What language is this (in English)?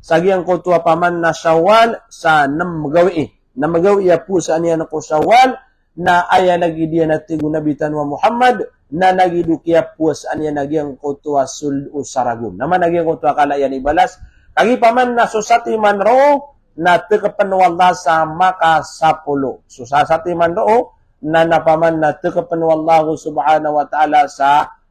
Maranao